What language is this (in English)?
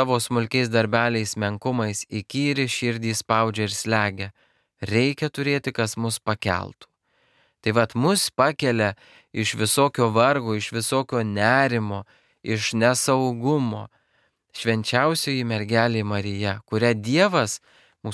Lithuanian